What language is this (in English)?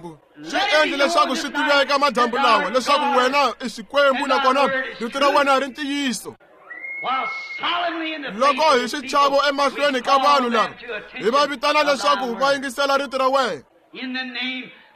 Tsonga